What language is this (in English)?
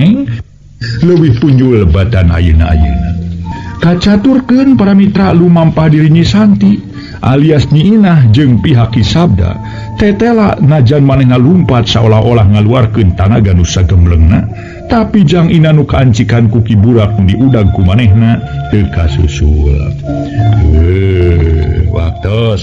Sundanese